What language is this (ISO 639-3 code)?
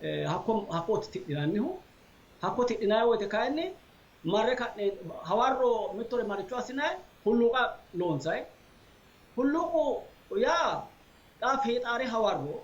sid